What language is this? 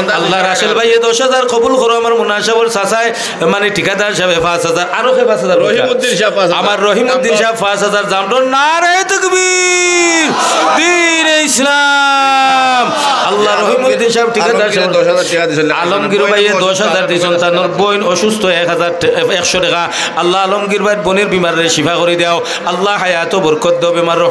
Sylheti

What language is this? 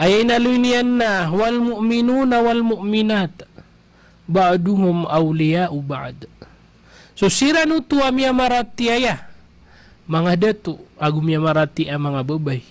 Maranao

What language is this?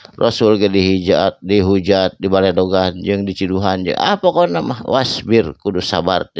Sundanese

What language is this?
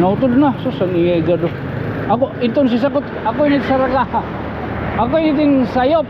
Waray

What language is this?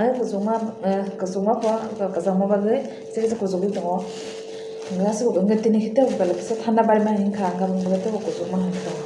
Kok Borok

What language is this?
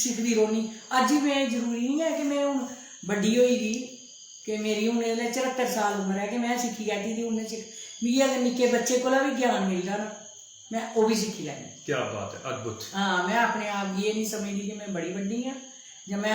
Dogri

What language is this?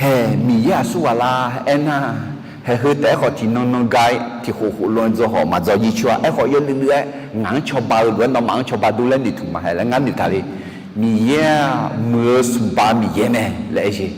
Akha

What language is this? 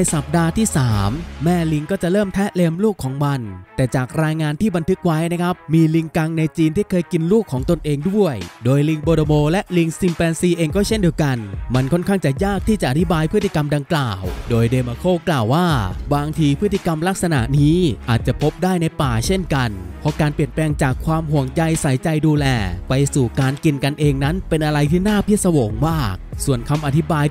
Thai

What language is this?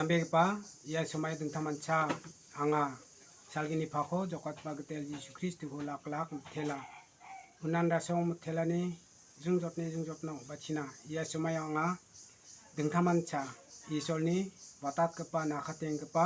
Garo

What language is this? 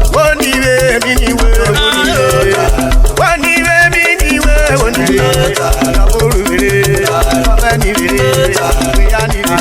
Urhobo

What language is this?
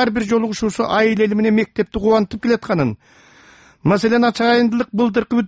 Kyrgyz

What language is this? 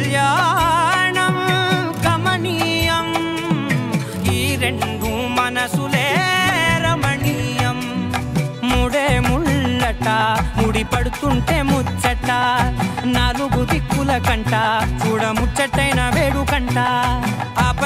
Telugu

